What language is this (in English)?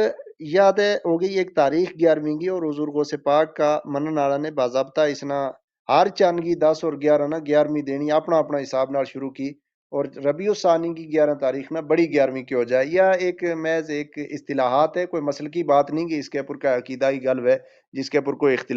Gujari